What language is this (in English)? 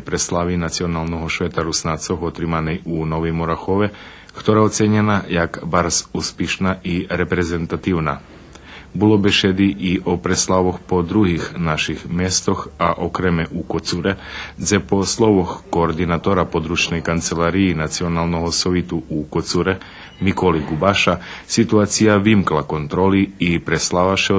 Rusyn